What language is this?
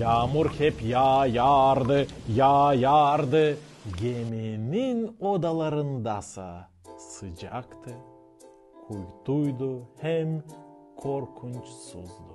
Gagauz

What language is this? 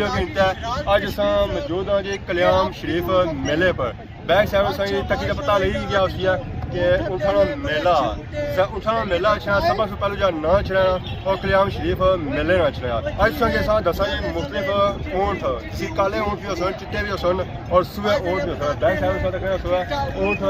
Pahari-Potwari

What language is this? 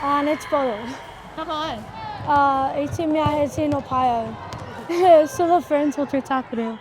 Māori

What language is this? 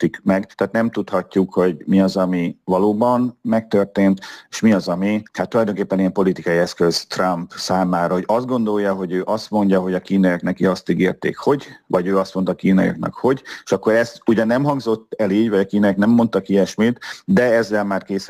Hungarian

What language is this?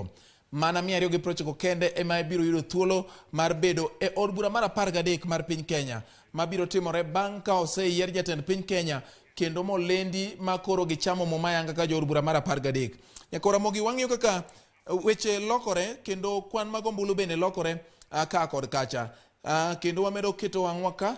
Luo (Kenya and Tanzania)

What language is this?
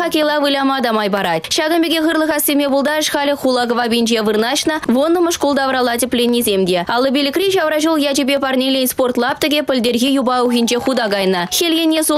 Chuvash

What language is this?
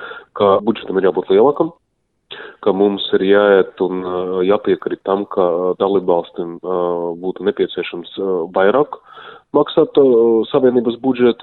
Latvian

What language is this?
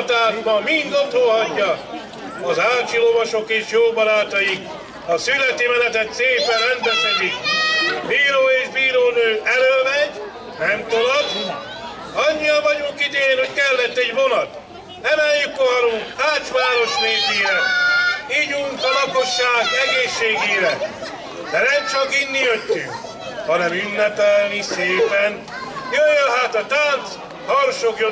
Hungarian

